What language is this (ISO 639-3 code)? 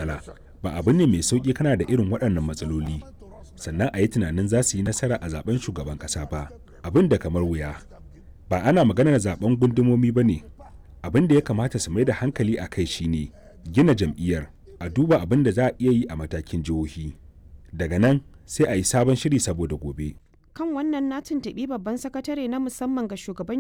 hau